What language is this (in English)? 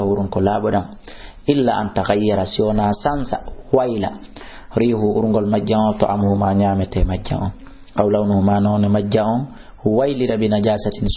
Fula